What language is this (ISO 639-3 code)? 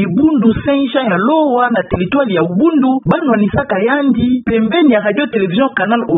ktu